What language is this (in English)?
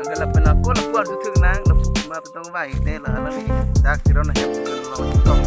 Karbi